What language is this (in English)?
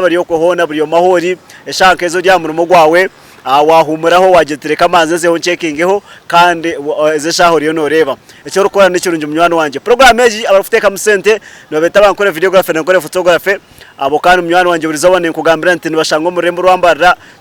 Nyankole